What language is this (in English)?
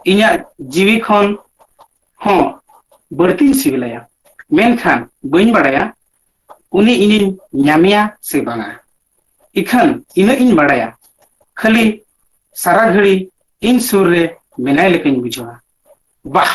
Santali